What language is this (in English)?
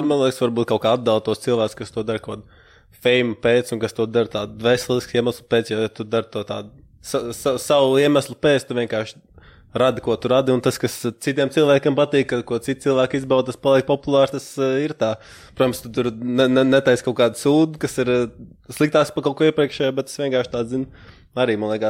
Latvian